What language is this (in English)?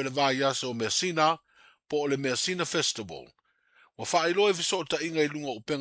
Samoan